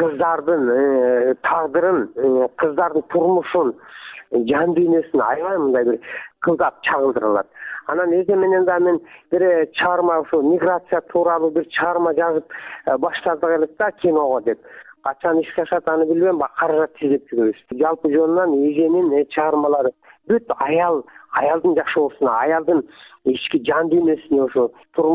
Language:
Kyrgyz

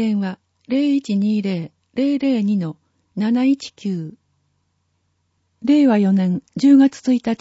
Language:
Japanese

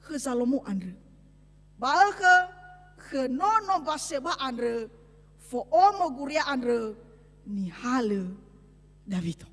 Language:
Nias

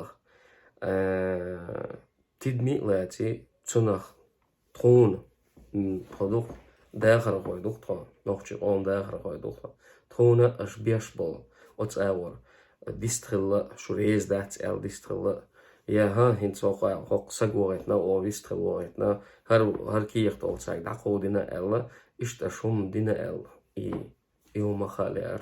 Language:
Chechen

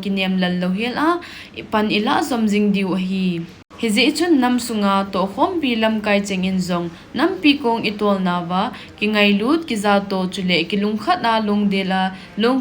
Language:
Thado Chin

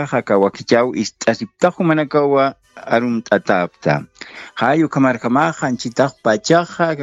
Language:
Aymara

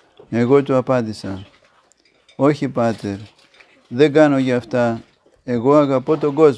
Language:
Greek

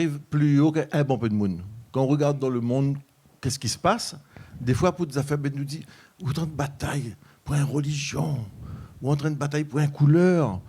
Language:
Réunion Creole French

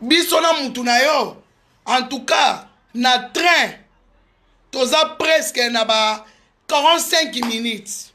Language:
Lingala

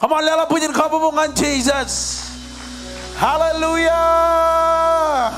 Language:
Marshallese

